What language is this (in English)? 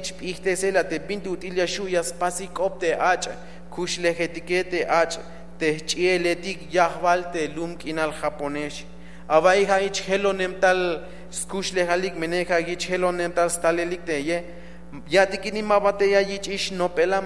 Tzeltal